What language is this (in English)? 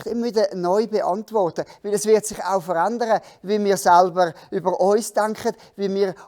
Swiss German